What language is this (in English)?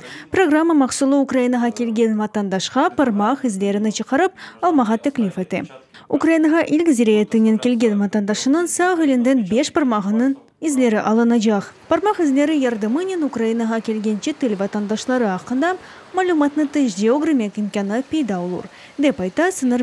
Crimean Tatar